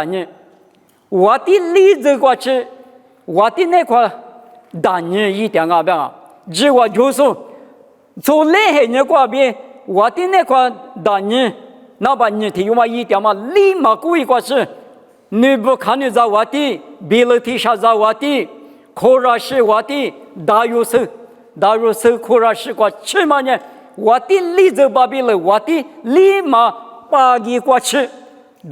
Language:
Lisu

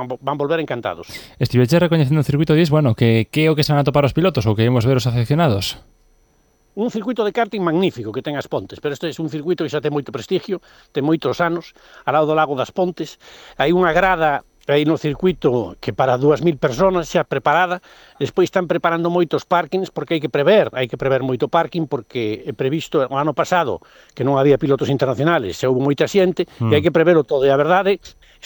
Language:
Galician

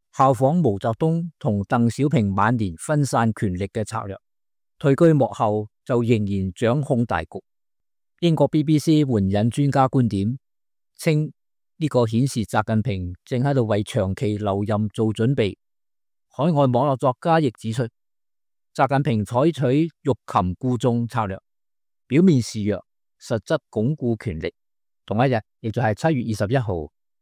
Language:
Cantonese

